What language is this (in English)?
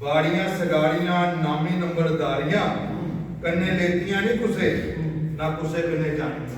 Dogri